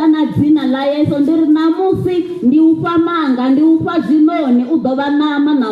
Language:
Venda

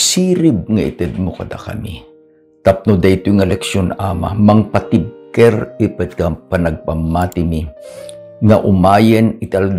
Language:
Iloko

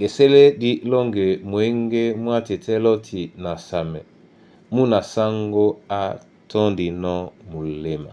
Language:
Duala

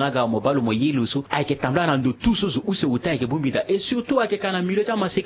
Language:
Sango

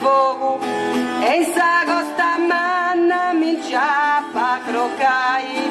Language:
Sardinian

